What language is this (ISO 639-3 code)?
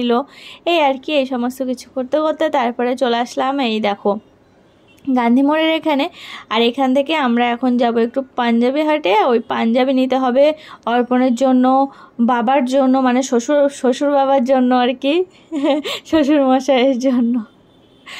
ben